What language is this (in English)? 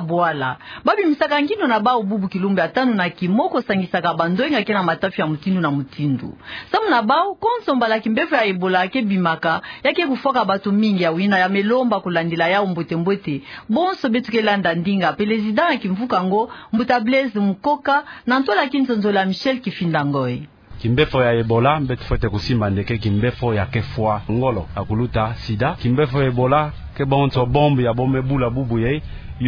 Kituba (Democratic Republic of Congo)